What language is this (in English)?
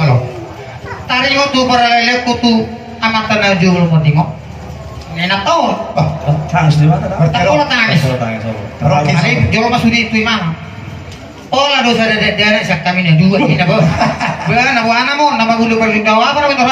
Batak Toba